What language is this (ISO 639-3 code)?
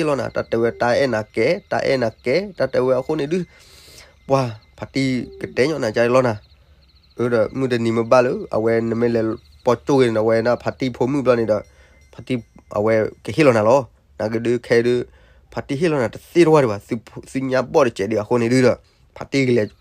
ksw